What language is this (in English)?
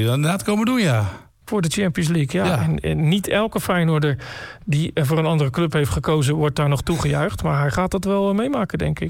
Dutch